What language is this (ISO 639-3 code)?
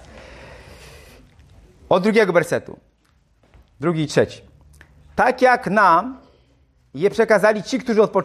pol